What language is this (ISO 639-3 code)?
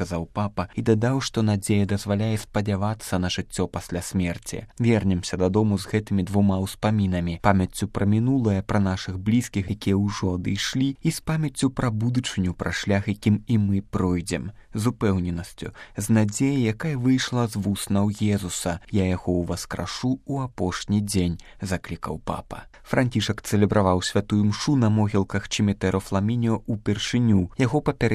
bel